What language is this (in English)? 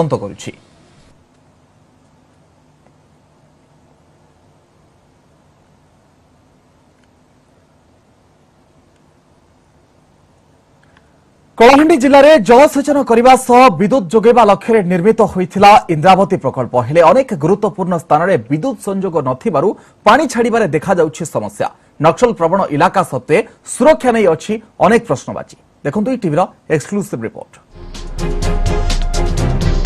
Odia